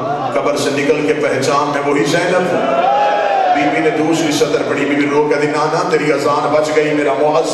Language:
Urdu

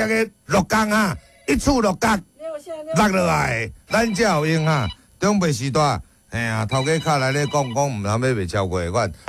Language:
Min Nan Chinese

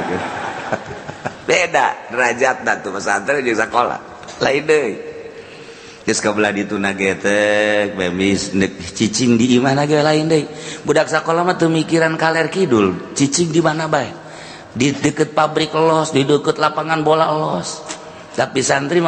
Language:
Sundanese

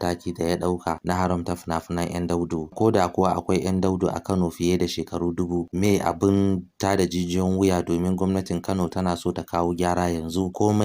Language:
Hausa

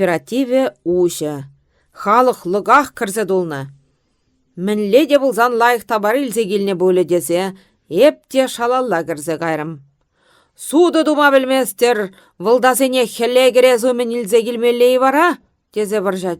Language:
Chuvash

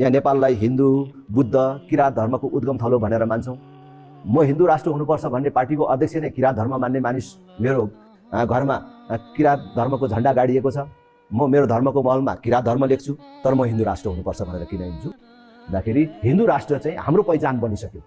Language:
Nepali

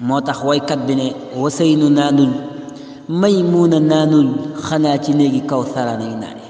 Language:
Wolof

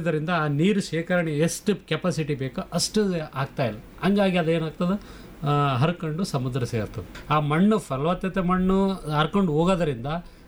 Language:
Kannada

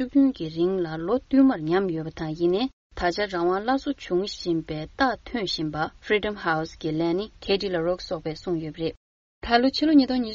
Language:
Tibetan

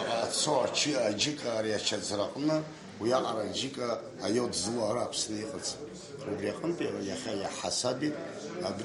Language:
Abkhazian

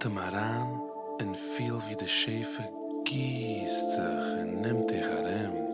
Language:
Yiddish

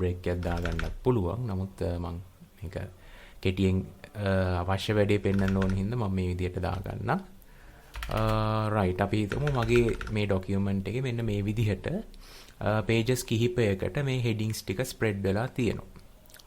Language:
Sinhala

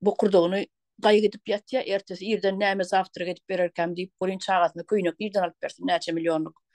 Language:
Turkmen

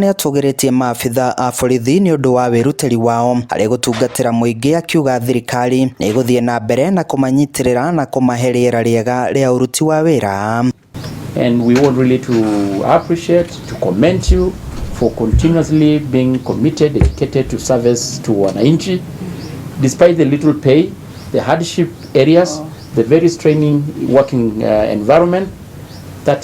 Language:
Kikuyu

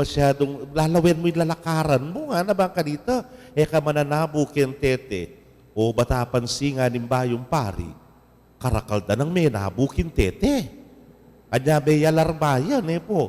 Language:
Pampanga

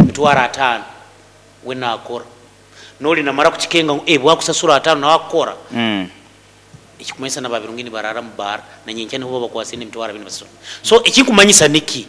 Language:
Nyoro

